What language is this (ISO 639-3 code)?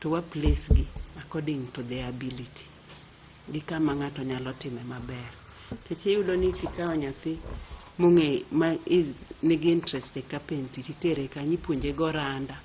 luo